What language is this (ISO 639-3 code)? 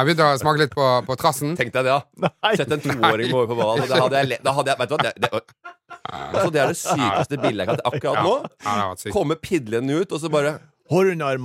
nor